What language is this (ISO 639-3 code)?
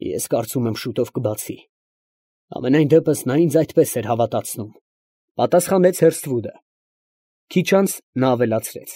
hye